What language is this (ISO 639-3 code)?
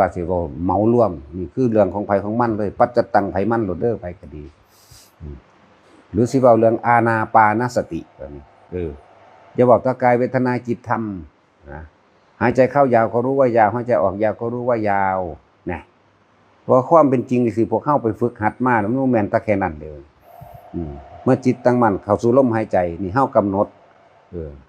tts